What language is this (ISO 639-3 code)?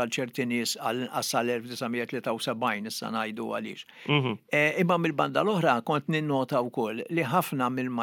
mlt